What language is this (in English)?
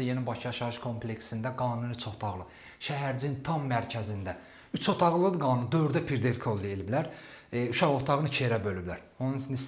Azerbaijani